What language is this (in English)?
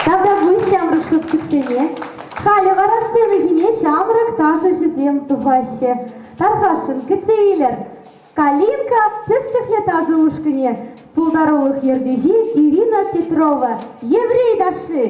Chuvash